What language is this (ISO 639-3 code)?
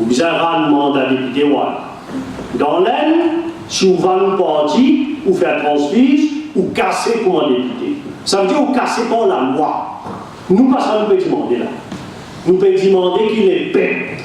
mfe